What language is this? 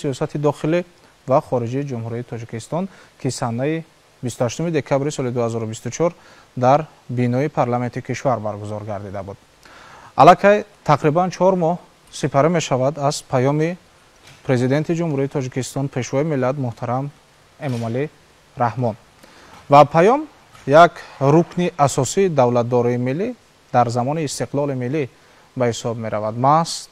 Tajik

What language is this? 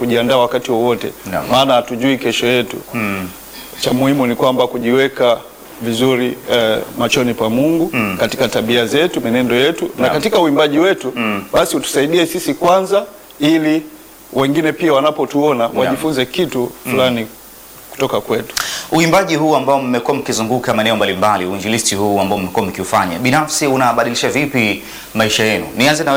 Swahili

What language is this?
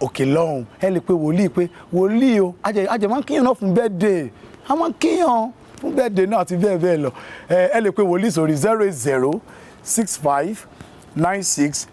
Yoruba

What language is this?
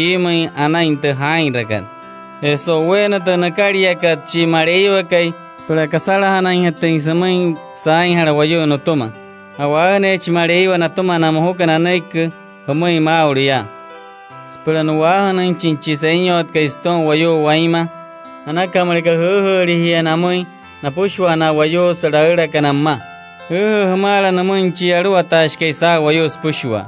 Wayuu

